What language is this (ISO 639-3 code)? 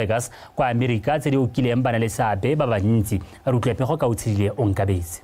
tsn